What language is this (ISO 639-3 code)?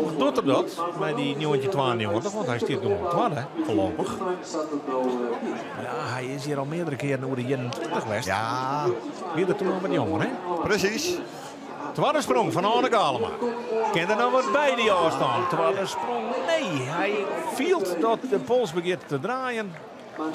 fry